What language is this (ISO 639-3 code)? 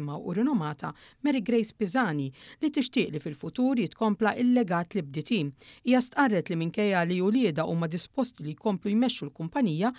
mlt